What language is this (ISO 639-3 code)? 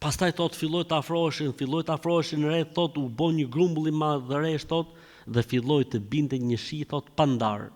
sqi